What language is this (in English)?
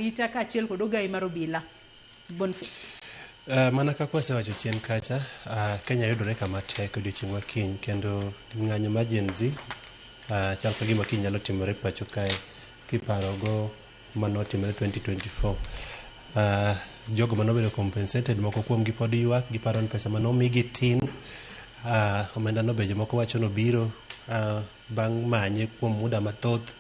Luo (Kenya and Tanzania)